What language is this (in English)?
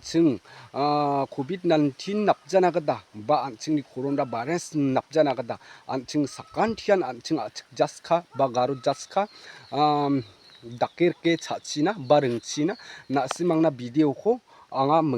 Garo